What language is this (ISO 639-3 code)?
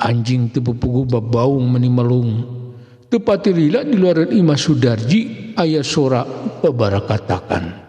sun